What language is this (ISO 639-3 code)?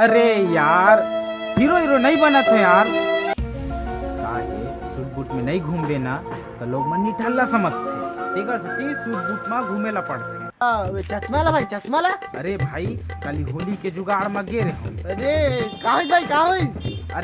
hne